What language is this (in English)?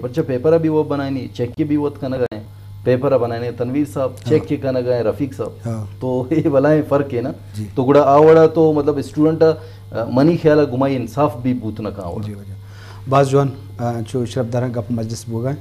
Eastern Balochi